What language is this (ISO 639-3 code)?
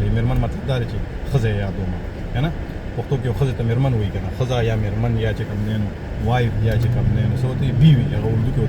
pus